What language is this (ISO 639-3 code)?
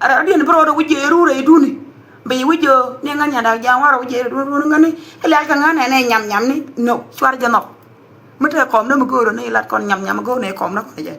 nus